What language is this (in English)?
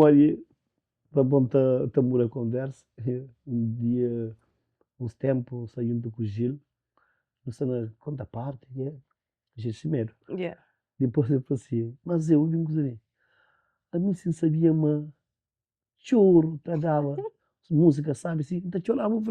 Kabuverdianu